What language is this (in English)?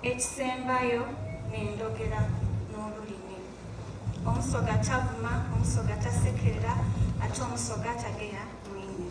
Soga